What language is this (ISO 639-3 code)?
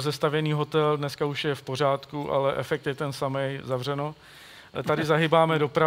ces